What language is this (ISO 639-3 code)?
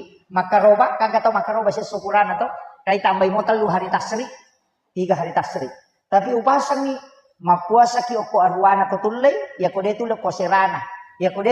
bug